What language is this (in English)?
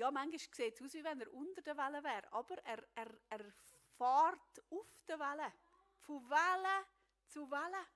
Swiss German